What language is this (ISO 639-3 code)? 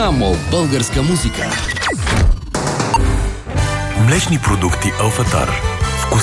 bul